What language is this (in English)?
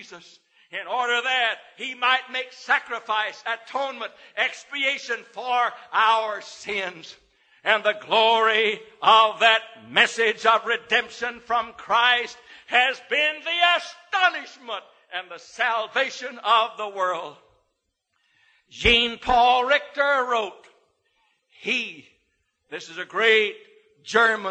English